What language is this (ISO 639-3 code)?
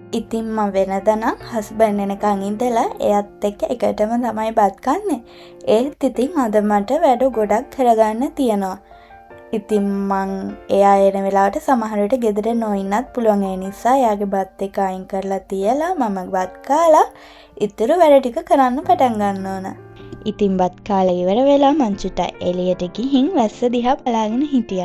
sin